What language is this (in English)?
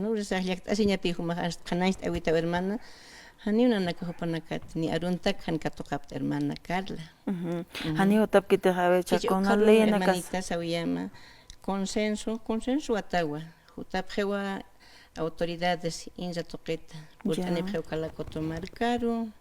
Aymara